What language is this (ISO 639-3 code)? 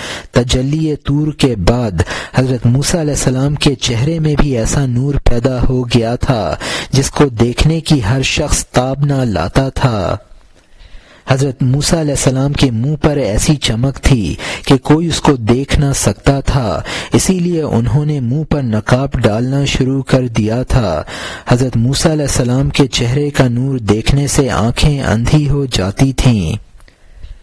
urd